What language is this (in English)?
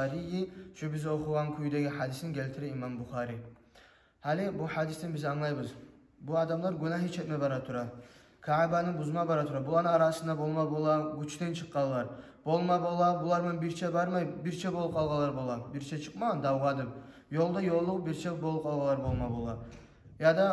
Kumyk